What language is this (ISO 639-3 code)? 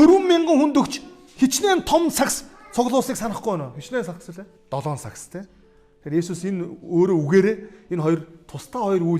mon